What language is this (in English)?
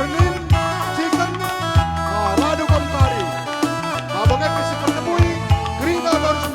Batak Karo